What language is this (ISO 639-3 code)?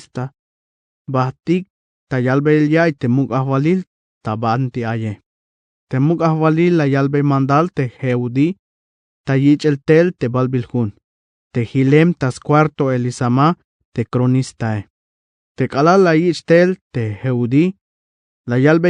tzh